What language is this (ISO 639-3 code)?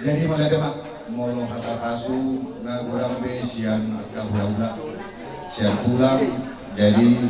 bbc